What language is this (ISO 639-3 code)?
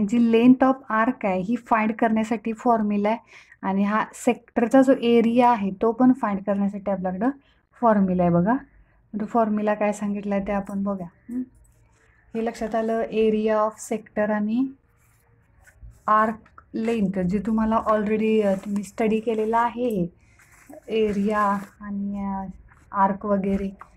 mar